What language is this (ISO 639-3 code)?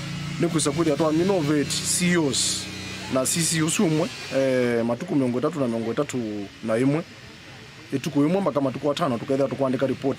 kam